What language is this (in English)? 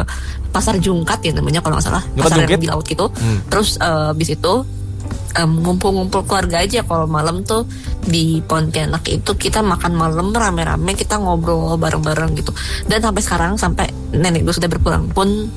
Indonesian